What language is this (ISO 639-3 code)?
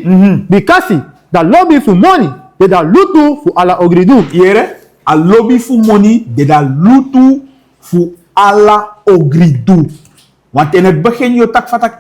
srn